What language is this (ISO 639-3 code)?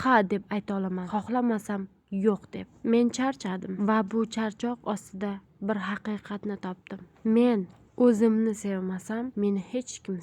uzb